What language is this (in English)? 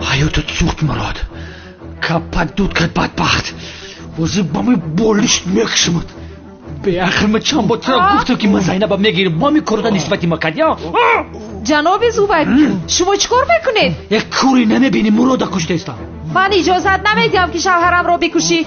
Tajik